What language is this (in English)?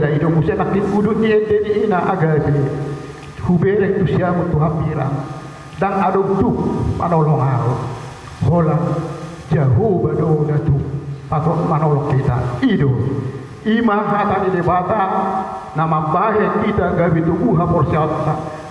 Batak Toba